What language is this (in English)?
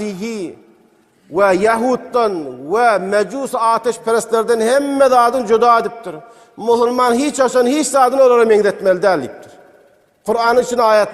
Turkmen